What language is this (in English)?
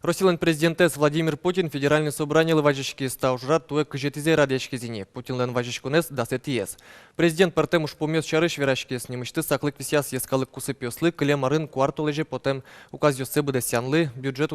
Udmurt